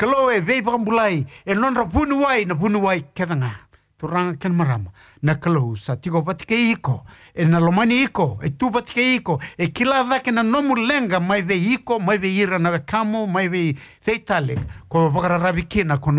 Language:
Fijian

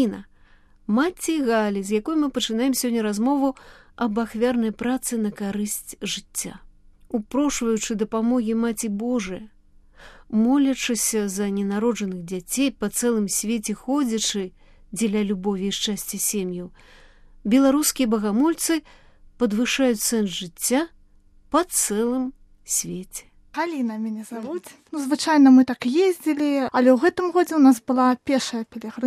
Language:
Belarusian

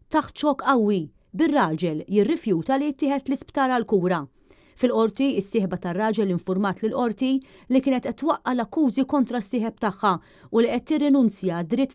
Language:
Maltese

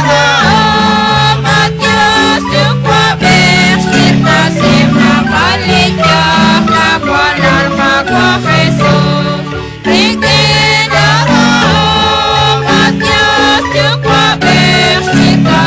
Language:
Kekchí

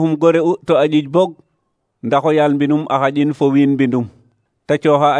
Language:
Serer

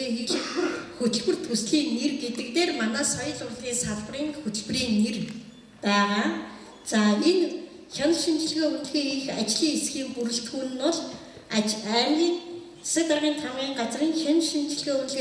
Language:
Mongolian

